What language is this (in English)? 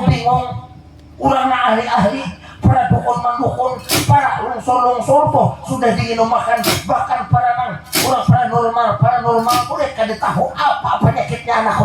Banjar